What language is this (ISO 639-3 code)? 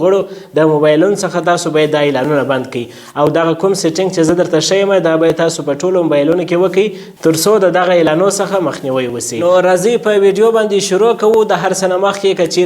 pus